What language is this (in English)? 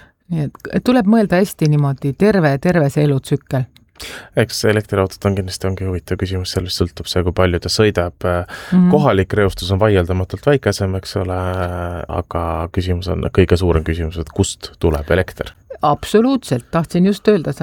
Estonian